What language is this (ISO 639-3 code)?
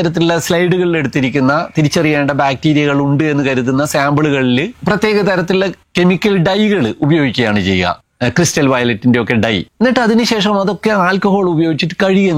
mal